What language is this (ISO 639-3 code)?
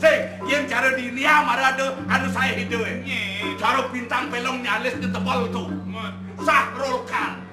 ban